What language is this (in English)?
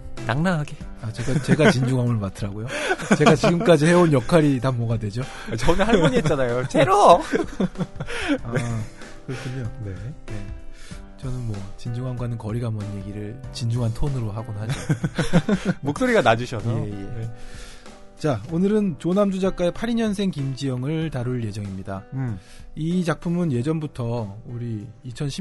Korean